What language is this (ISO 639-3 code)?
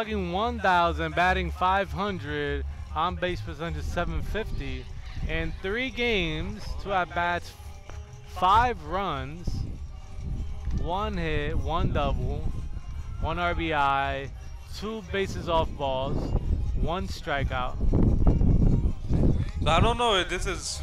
eng